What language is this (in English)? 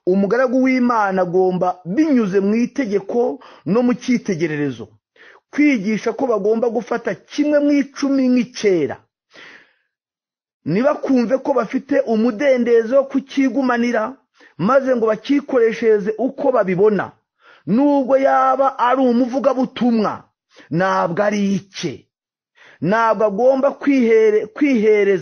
Kinyarwanda